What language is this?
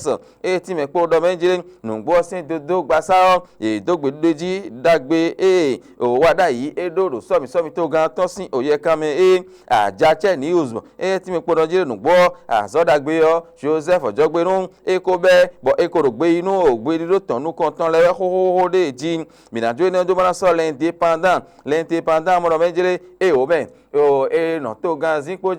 Fon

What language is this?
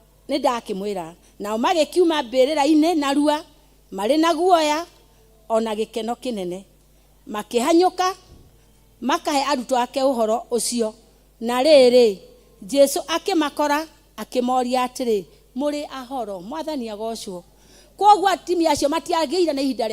Kikuyu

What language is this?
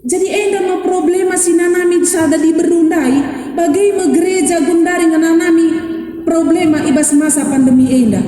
Batak Karo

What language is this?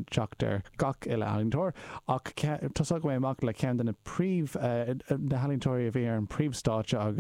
Irish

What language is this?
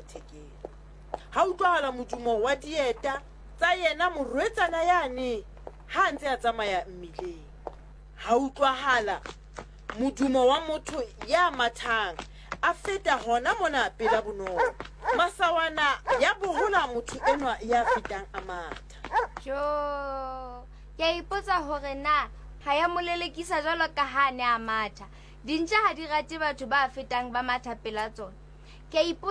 Southern Sotho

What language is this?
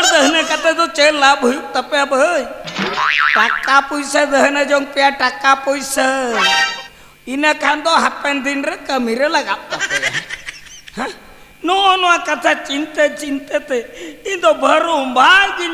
Santali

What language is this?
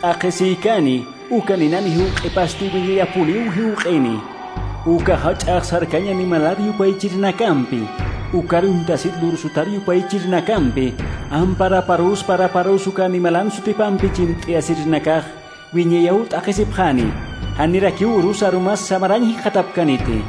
Aymara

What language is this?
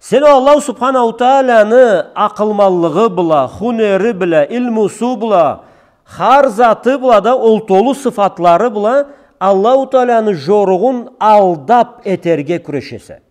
Karachay-Balkar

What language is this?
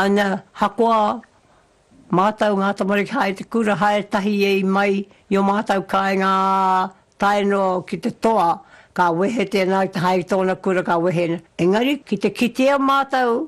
Māori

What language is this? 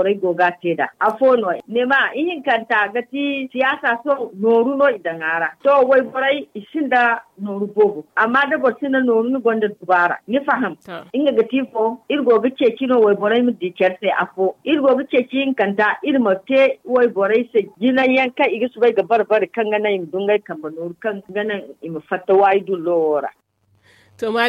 Zarma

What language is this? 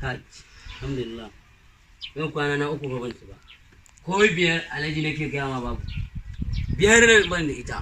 Hausa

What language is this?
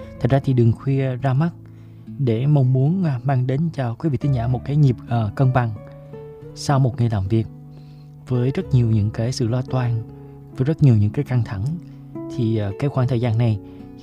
Vietnamese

